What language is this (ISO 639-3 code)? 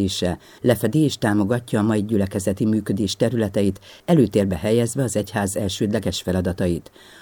hun